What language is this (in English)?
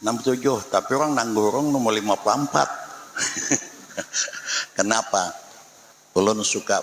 Banjar